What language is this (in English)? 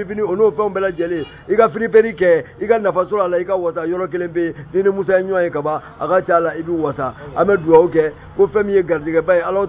Bambara